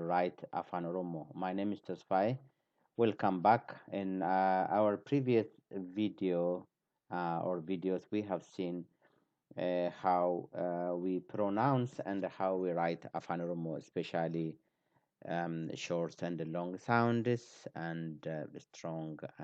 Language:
English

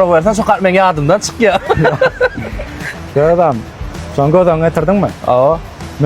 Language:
Turkmen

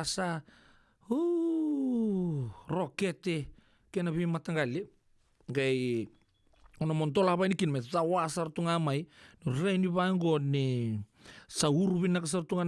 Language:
Fijian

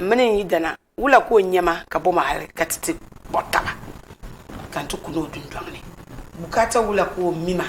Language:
Dagbani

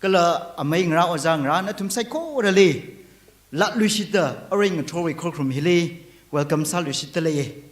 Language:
Tangkhul Naga (India)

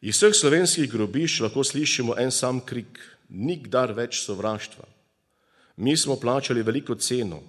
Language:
Slovenian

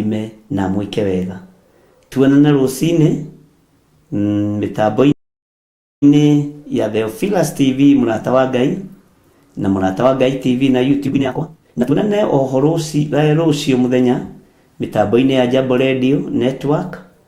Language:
Kikuyu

